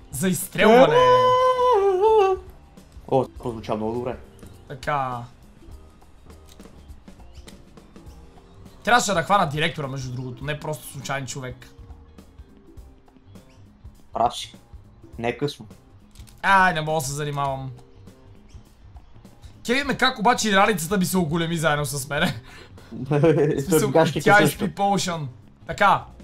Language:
Bulgarian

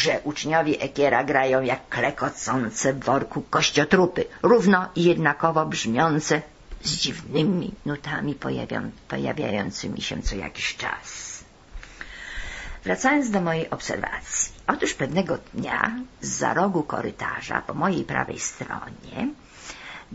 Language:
Polish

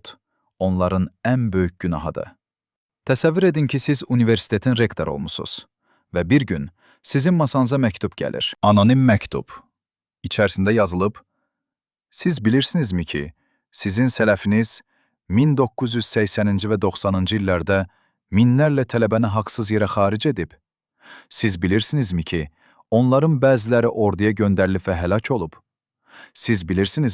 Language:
Azerbaijani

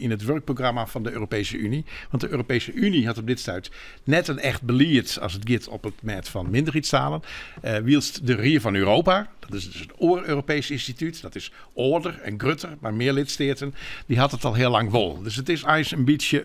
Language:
Western Frisian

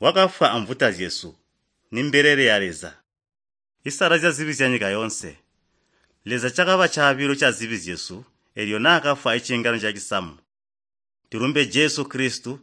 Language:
Tonga (Zambia)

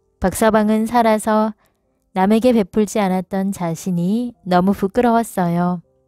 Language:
Korean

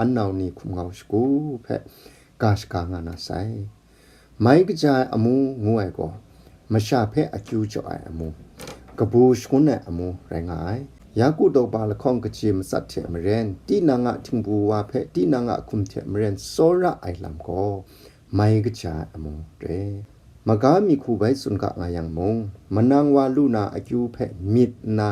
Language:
Kachin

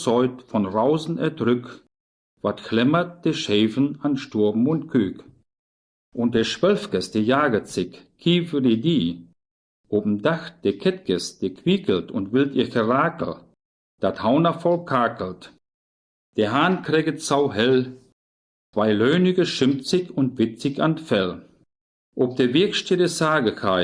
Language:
Westphalien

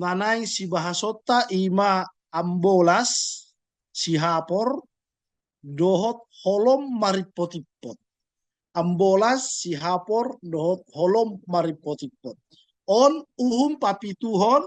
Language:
Batak Toba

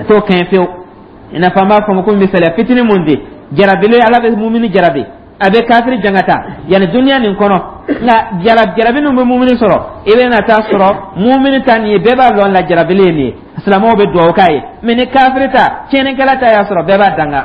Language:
Dyula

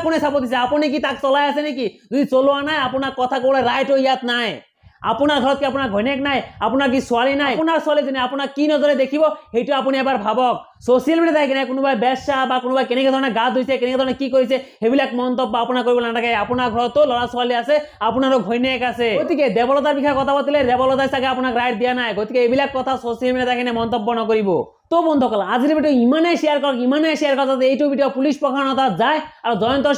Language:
Assamese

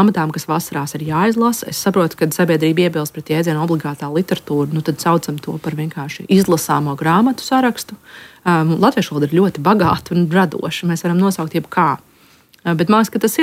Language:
Latvian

